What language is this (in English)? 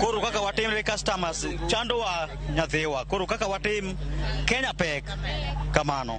Luo (Kenya and Tanzania)